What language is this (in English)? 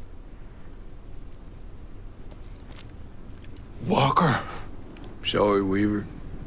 German